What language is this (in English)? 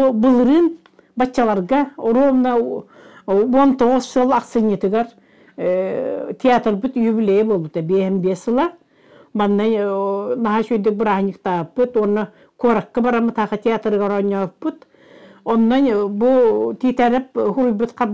Yakut